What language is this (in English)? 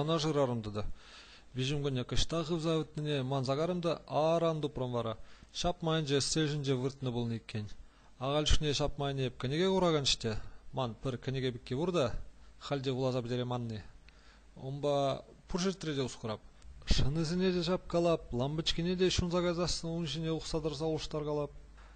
Chuvash